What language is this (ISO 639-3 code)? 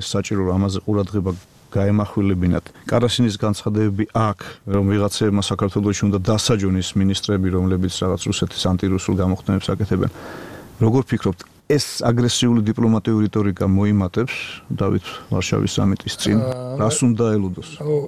kat